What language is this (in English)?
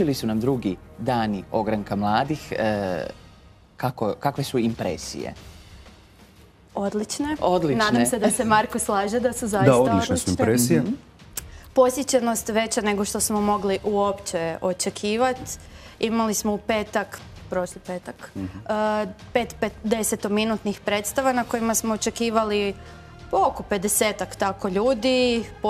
Croatian